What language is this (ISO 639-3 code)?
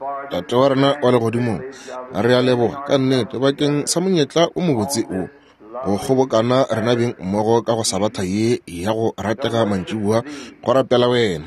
nso